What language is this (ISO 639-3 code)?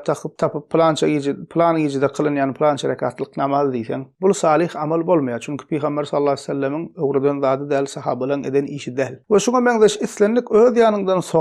tuk